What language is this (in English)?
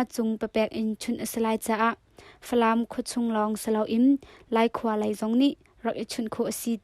Hakha Chin